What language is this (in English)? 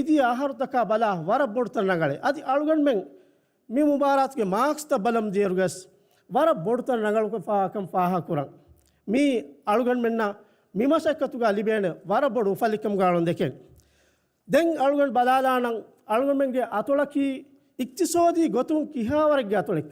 Divehi